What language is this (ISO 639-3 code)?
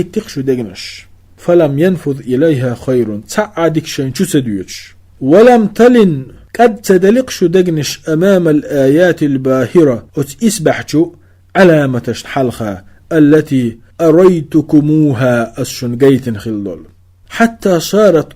che